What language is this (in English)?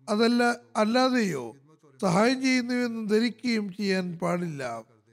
Malayalam